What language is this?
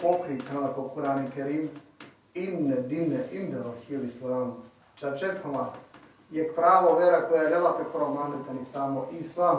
Balkan Romani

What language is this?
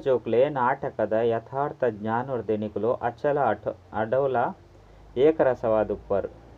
Tulu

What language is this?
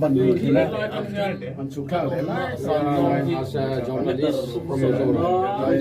Mizo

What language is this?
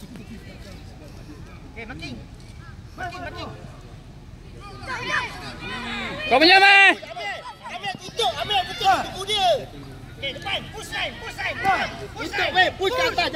Malay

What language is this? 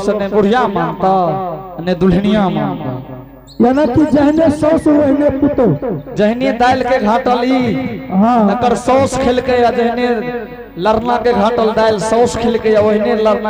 Angika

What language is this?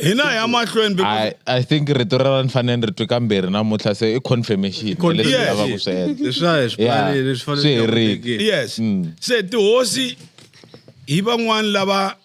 Tsonga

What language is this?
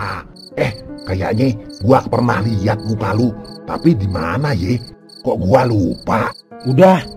Betawi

